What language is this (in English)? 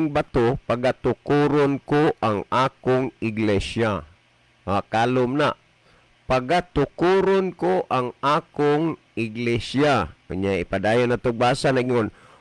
Cebuano